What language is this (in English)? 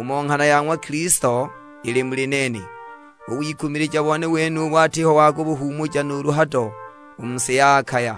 Sukuma